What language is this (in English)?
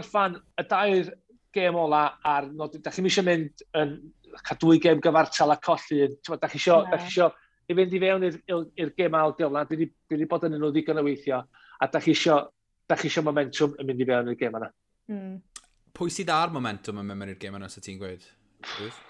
Welsh